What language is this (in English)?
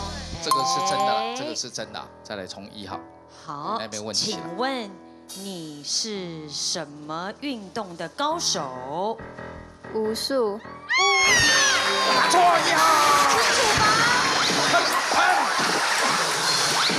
Chinese